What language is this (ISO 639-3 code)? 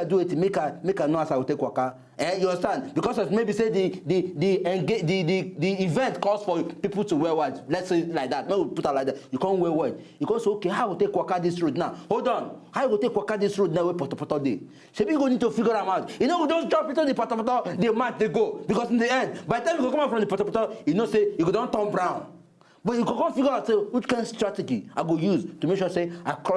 pcm